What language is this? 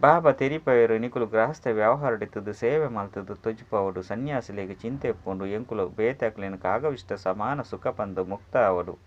Tulu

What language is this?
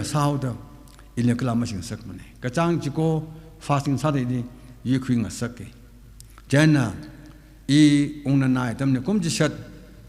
Tangkhul Naga (India)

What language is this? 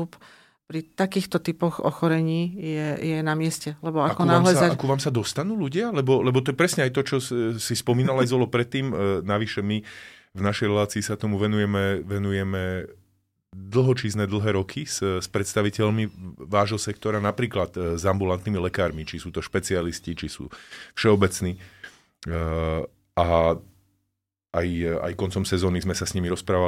Slovak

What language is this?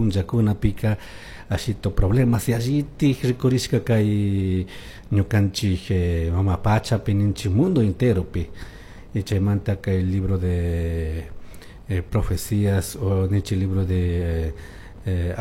Chimborazo Highland Quichua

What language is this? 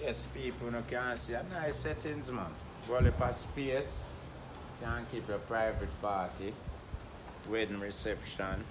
Jamaican Creole English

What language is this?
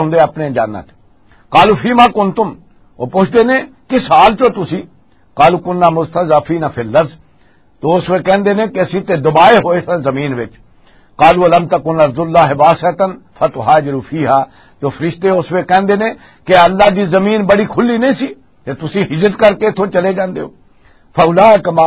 Western Panjabi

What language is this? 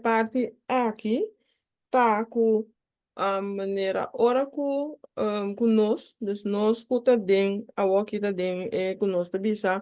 Papiamento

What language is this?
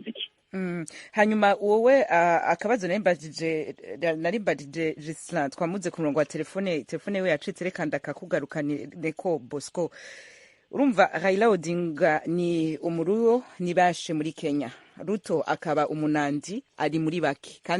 Rundi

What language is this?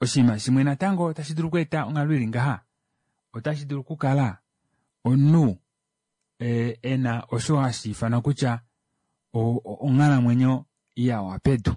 Kuanyama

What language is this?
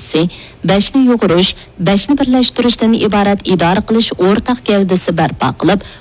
Uyghur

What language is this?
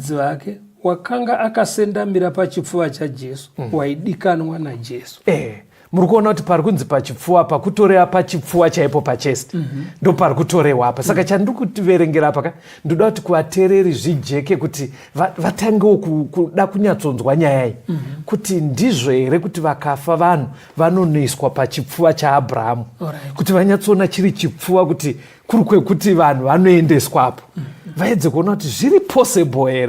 Shona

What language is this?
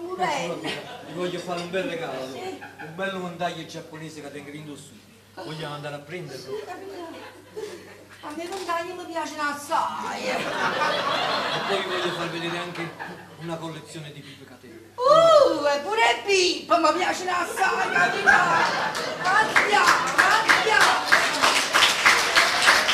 Italian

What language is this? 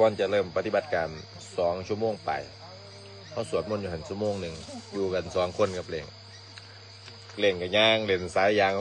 Lao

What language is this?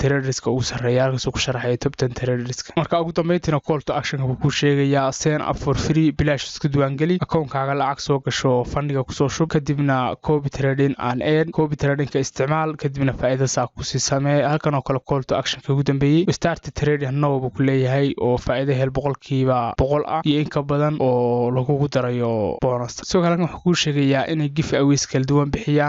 Somali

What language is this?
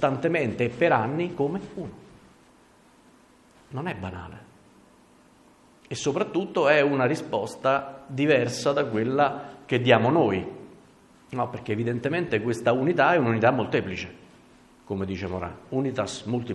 Italian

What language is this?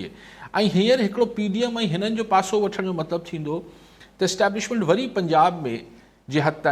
Sindhi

